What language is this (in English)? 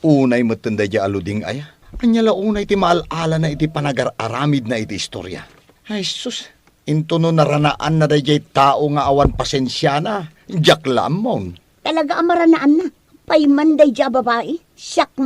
Iloko